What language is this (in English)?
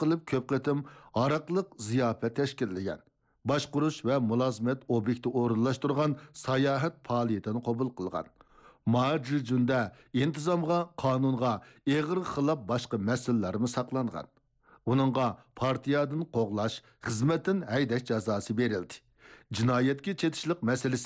Uyghur